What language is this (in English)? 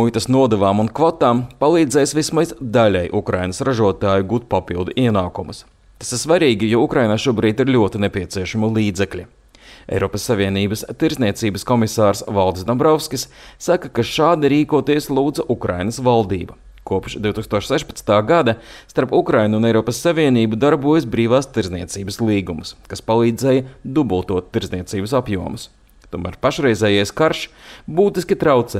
Latvian